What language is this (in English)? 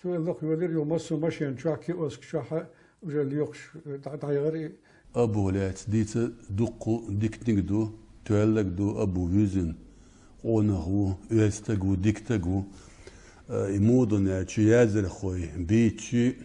Chechen